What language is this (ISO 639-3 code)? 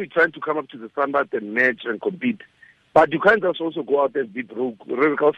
tsn